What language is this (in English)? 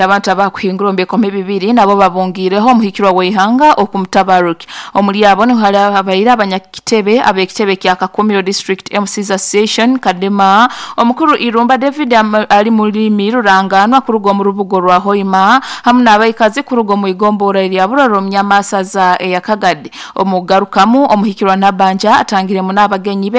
Nyoro